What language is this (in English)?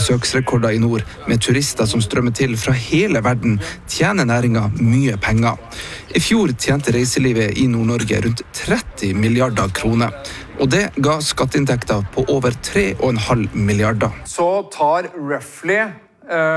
Norwegian